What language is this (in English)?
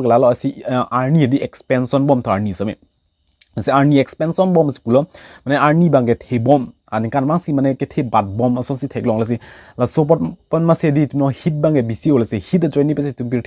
Karbi